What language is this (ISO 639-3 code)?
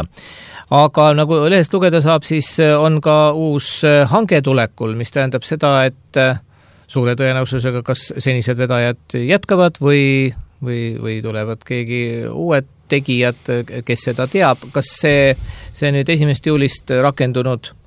est